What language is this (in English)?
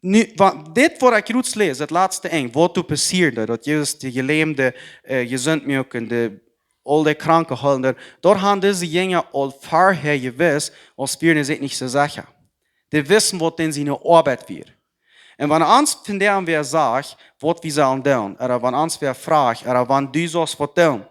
Plautdietsch